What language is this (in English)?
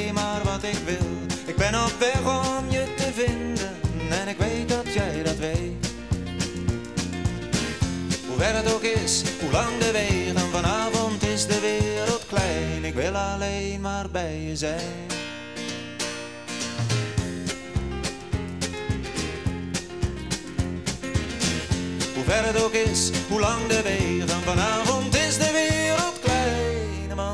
Dutch